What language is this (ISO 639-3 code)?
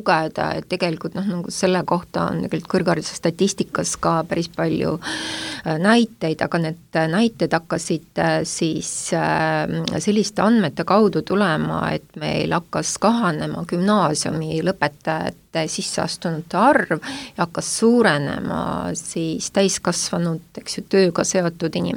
est